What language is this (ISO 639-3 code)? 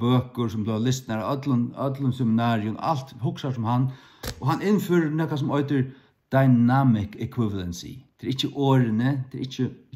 fao